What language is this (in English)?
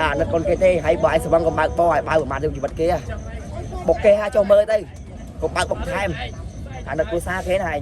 Khmer